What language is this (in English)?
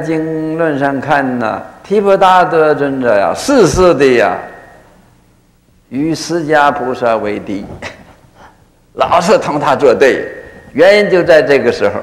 Chinese